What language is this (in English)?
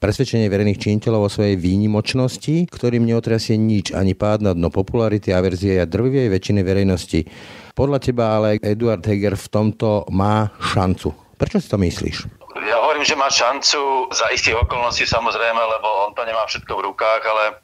Slovak